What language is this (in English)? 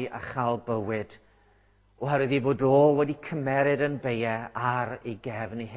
Welsh